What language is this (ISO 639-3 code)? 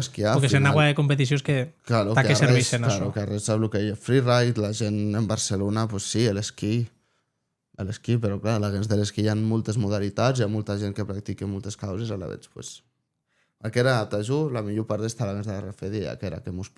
oci